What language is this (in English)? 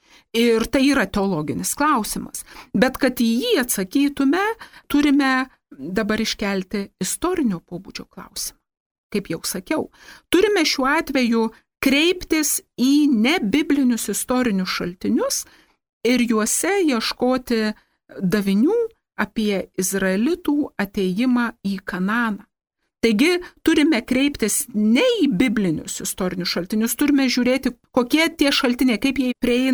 Lithuanian